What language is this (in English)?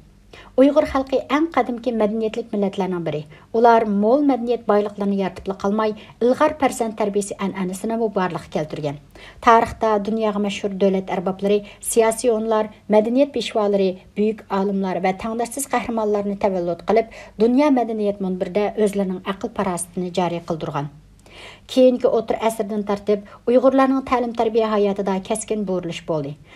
Uyghur